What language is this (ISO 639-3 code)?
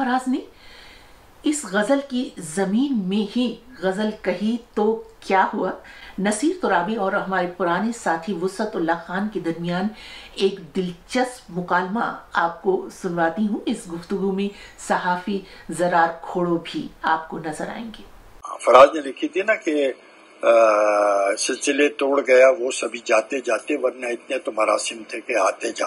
urd